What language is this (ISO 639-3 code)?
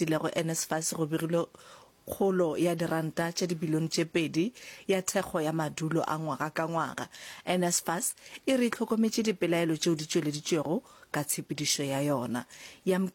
nso